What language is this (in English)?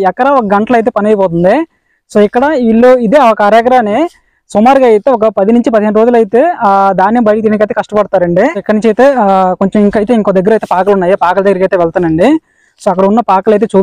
Telugu